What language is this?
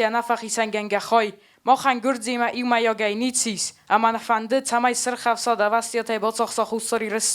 Ossetic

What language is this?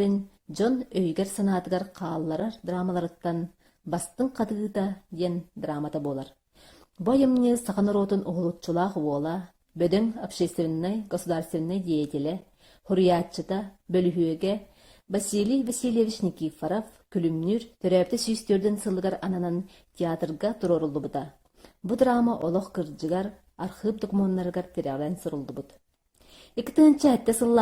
Yakut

